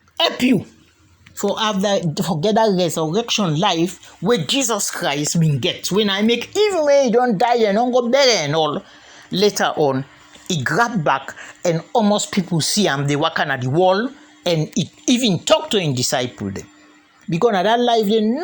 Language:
Krio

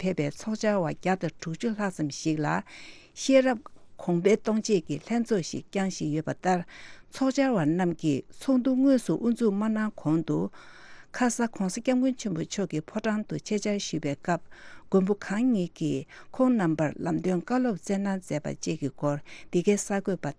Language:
Tibetan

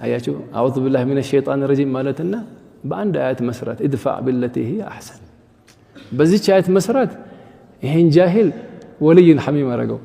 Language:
Amharic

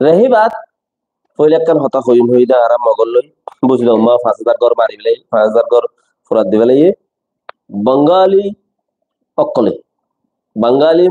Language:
Rohingya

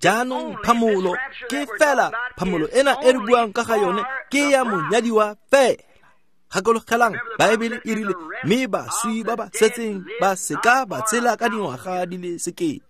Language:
Tswana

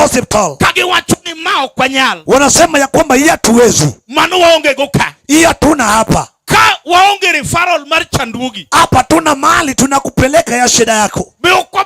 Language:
Luo (Kenya and Tanzania)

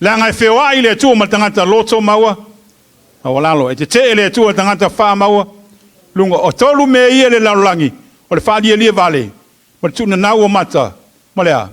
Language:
Samoan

